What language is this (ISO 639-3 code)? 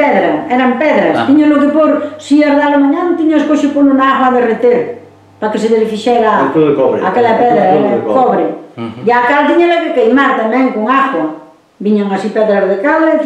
glg